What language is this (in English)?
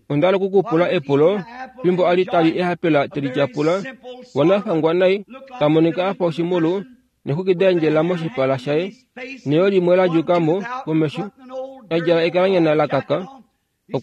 Kuanyama